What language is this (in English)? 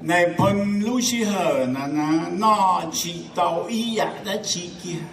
Hmong